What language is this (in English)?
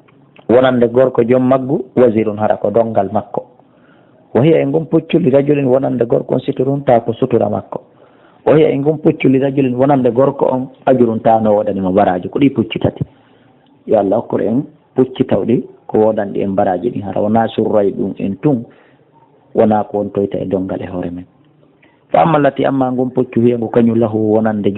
Fula